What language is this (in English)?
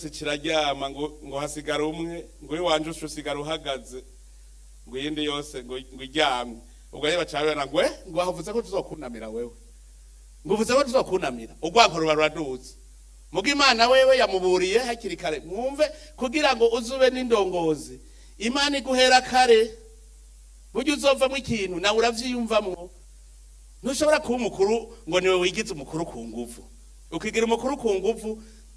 Rundi